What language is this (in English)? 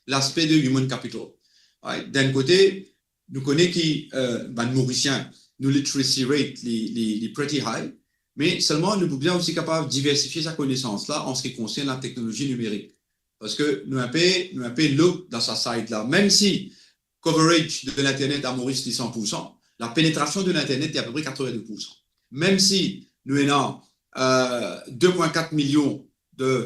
Morisyen